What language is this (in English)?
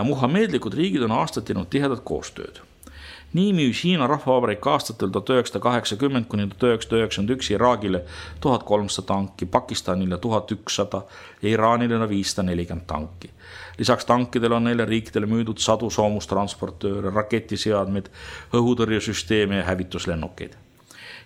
Estonian